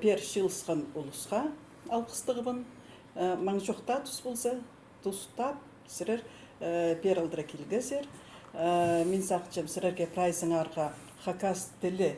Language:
Khakas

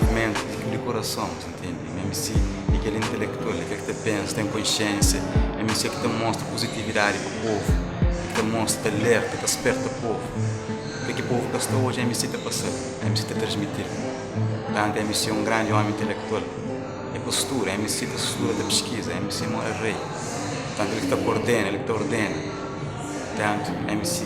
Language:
Kabuverdianu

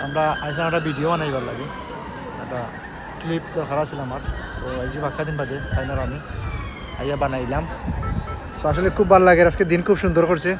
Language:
Sylheti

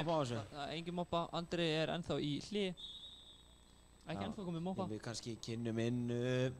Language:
Icelandic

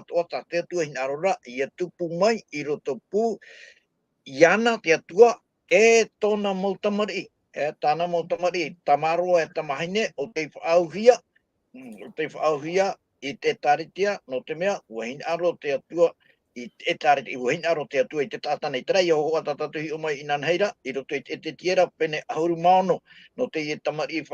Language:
Tahitian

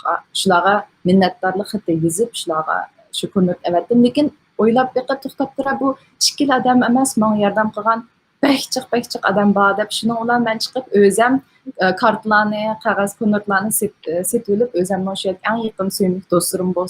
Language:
Uyghur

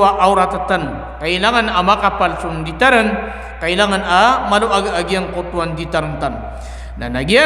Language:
Maranao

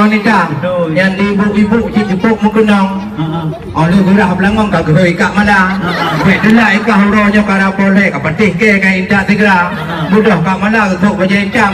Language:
Achinese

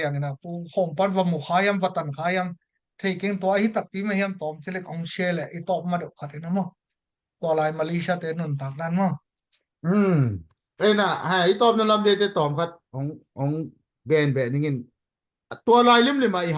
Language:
Tedim Chin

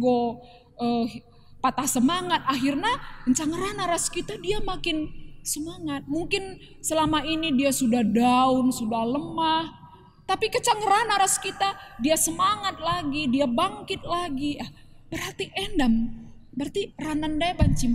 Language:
Batak Karo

